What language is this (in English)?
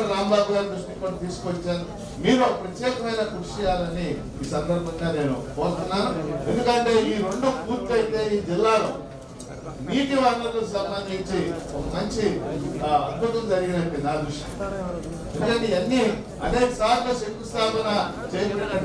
Telugu